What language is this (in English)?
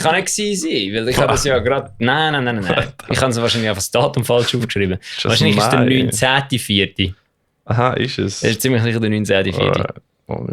Swiss German